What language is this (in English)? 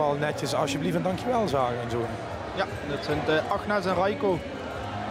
Limburgish